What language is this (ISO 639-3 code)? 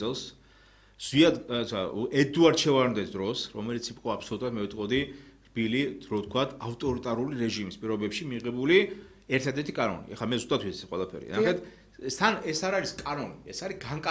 kat